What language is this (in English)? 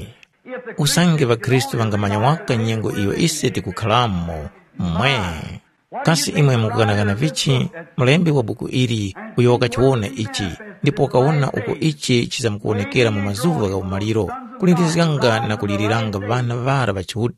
Tumbuka